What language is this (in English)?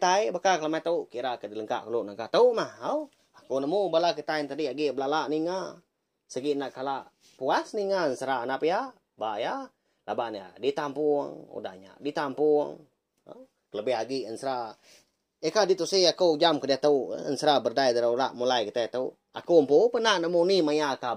Iban